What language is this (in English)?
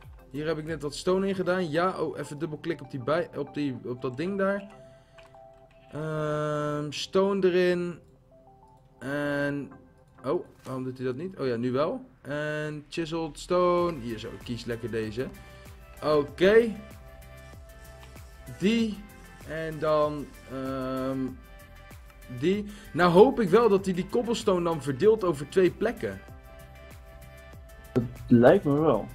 Dutch